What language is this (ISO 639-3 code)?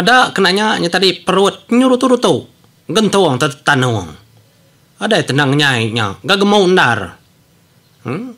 iba